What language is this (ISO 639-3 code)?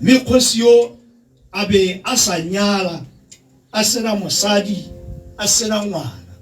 tsn